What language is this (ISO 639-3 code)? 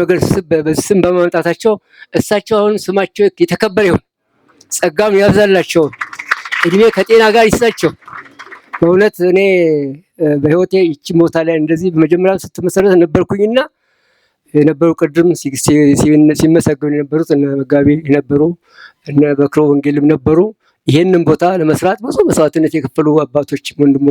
amh